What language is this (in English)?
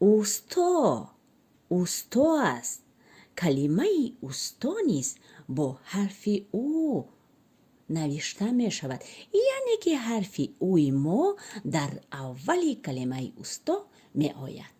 Tajik